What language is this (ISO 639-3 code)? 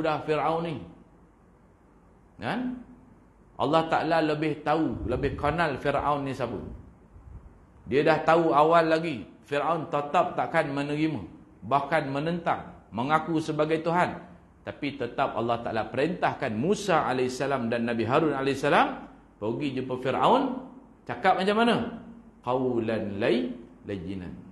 msa